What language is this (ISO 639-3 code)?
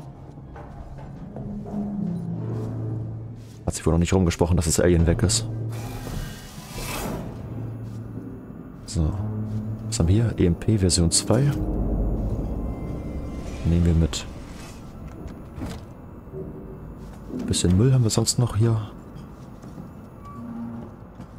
deu